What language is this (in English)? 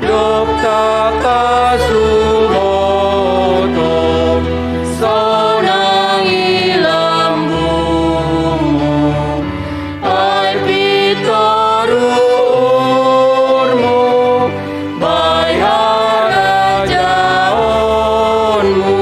Batak Simalungun